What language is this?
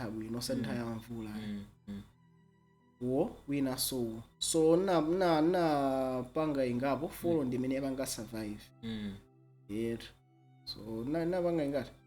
Nyanja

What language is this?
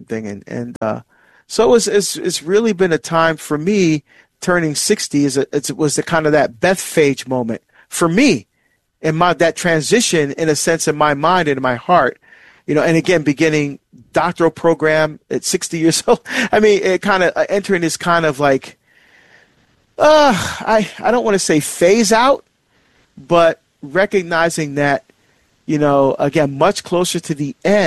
English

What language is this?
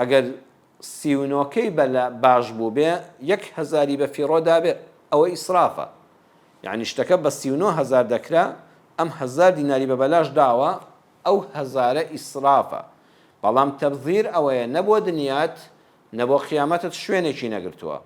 Central Kurdish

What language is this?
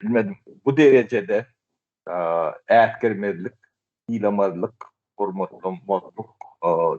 Turkmen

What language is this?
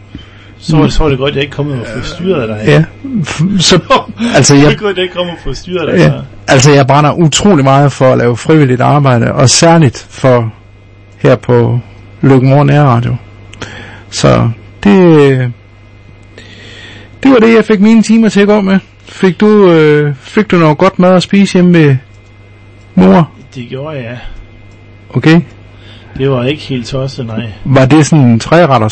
Danish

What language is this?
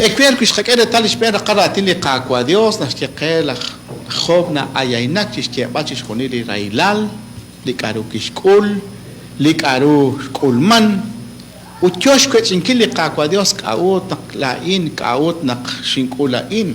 Kekchí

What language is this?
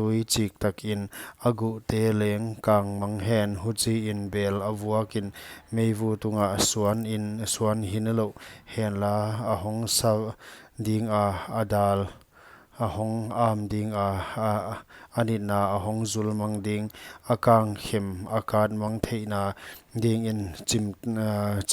Paite Chin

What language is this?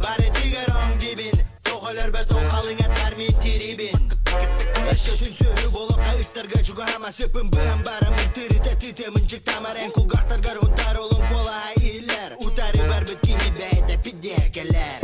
Yakut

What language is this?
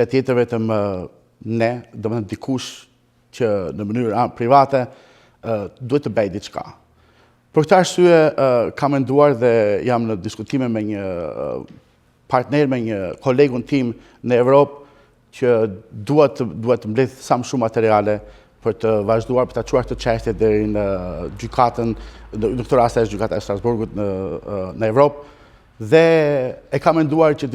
Albanian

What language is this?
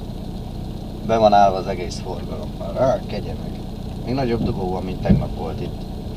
Hungarian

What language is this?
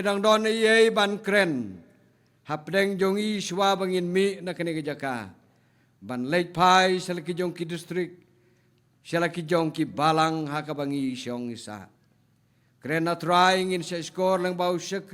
Khasi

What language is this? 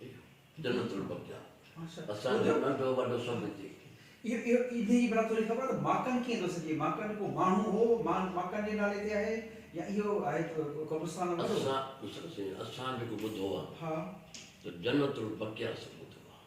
Sindhi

